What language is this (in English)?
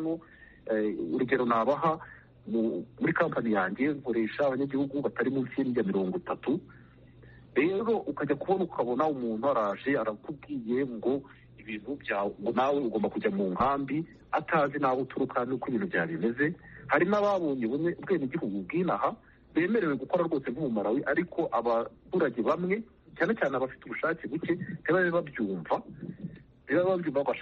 Kinyarwanda